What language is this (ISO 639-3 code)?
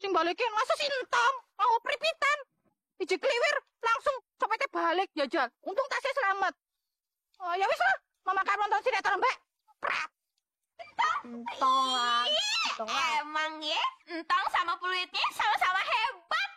bew